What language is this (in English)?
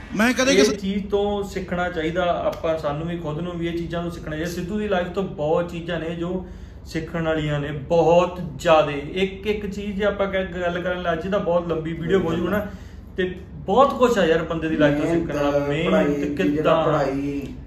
Punjabi